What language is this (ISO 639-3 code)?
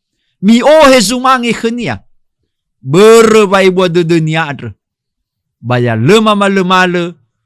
nia